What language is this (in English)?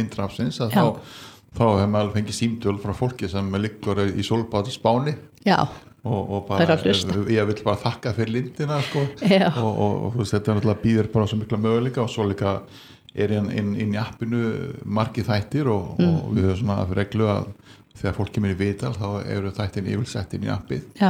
Icelandic